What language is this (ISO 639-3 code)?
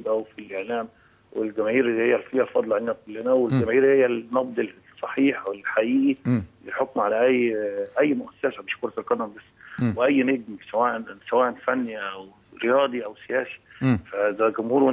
arz